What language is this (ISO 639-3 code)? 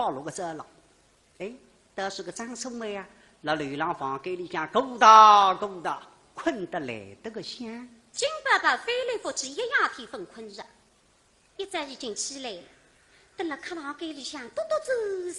wuu